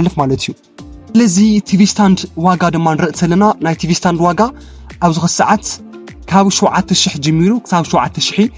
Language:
Tigrinya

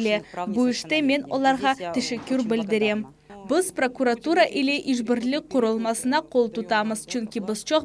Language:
Crimean Tatar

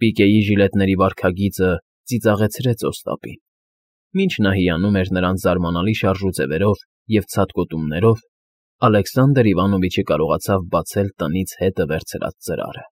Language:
Armenian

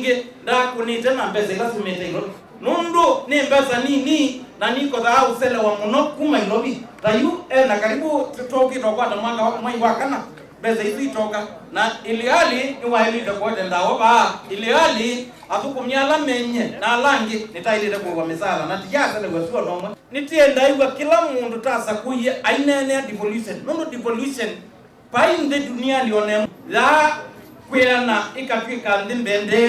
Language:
Kamba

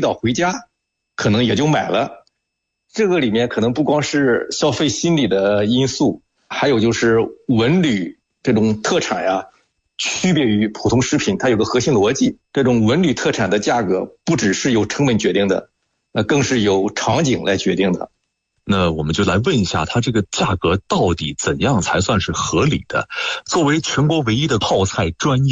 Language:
Chinese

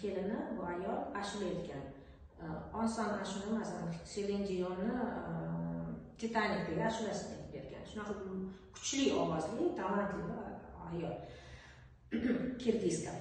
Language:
Uzbek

